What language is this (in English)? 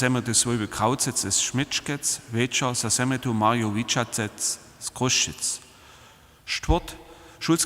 Upper Sorbian